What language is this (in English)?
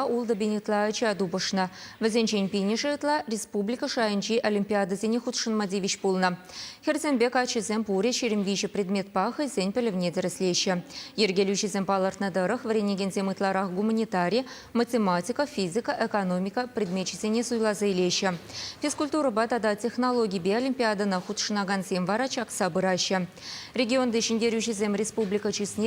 Chuvash